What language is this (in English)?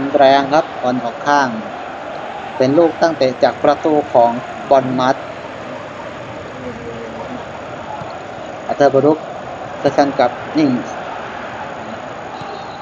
Thai